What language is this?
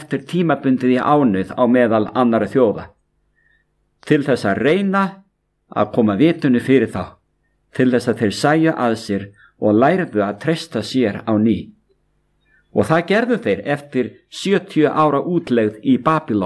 Icelandic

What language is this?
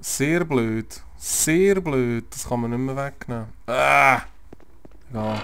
Swiss German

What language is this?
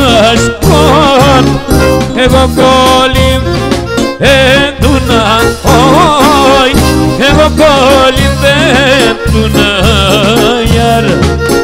Greek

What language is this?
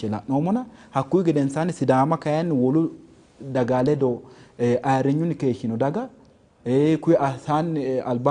Sidamo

